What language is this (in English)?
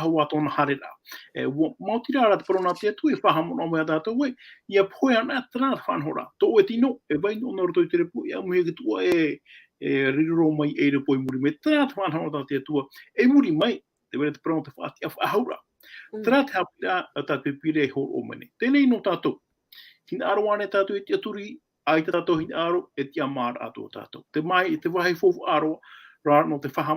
Tahitian